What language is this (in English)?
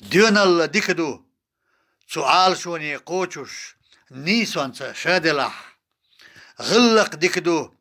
Chechen